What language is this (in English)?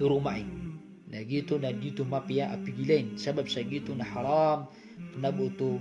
Maranao